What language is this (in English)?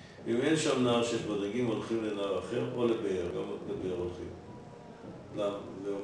Hebrew